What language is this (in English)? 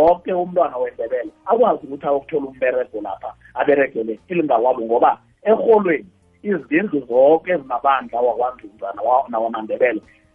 South Ndebele